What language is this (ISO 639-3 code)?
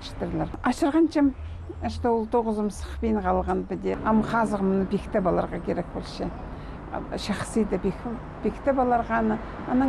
kjh